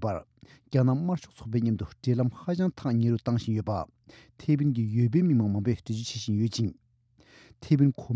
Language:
Tibetan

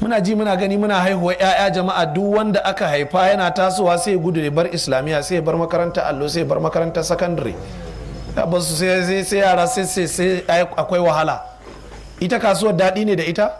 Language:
Hausa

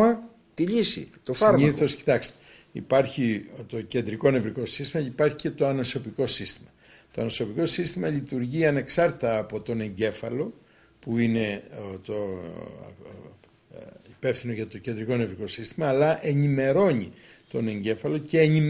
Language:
Greek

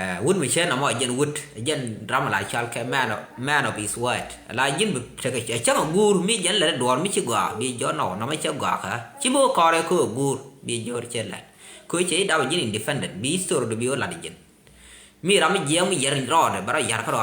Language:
Nuer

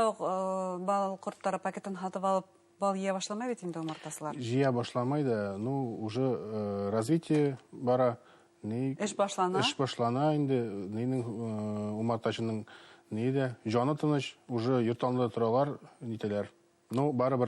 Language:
Bashkir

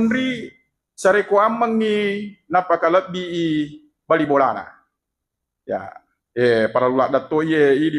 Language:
Buginese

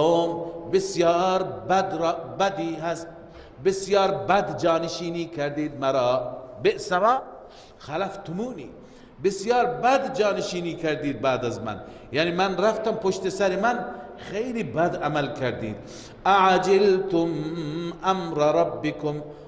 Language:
Persian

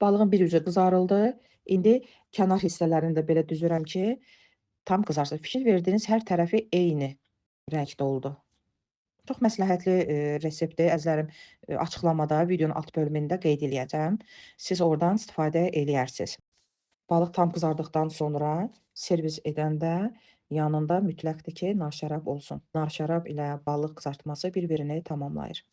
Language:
Azerbaijani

